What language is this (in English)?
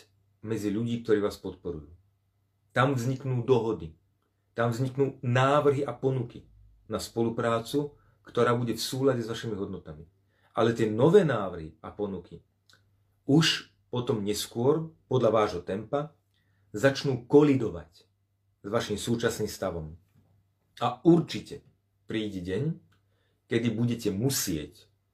Slovak